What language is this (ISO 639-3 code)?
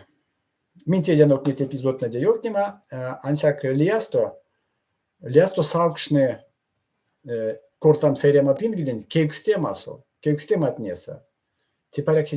myv